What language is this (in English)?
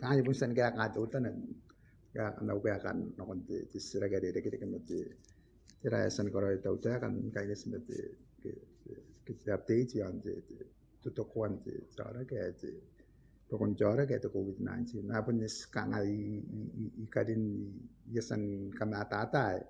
Gilbertese